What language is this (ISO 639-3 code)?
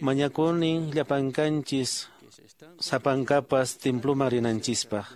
que